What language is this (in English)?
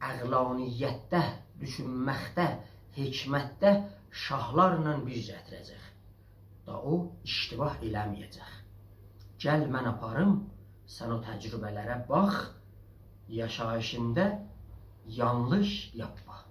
South Azerbaijani